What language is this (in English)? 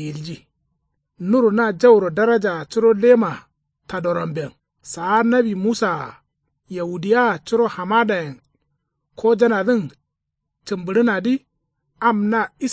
Kanuri